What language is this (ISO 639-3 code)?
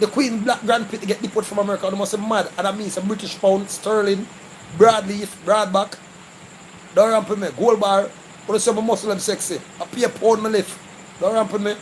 jam